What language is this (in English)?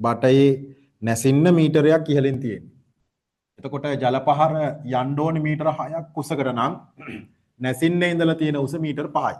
Sinhala